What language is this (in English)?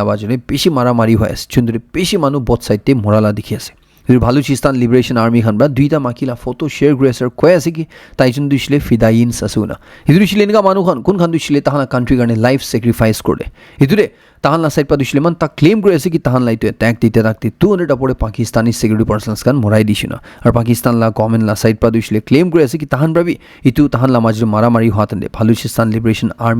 Naga Pidgin